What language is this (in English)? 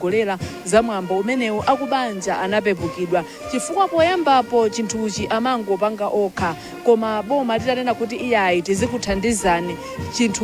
Nyanja